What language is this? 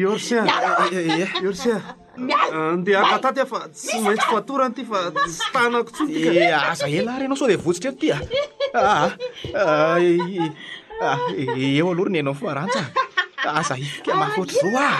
Malagasy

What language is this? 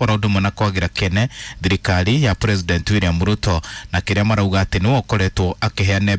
Kikuyu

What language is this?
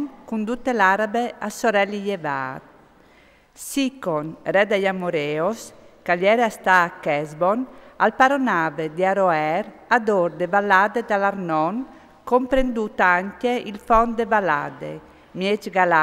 Friulian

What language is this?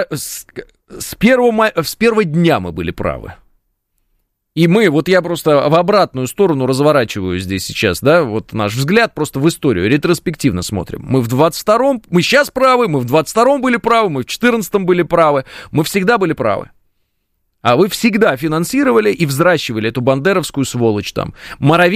Russian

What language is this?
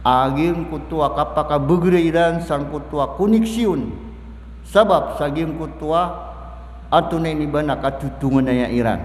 Maranao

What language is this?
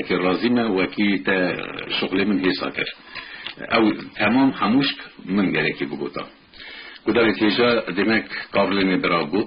Kurdish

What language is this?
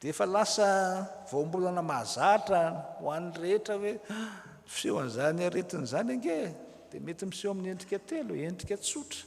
Malagasy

